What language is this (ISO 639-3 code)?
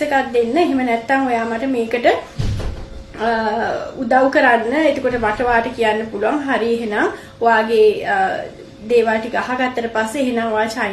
sin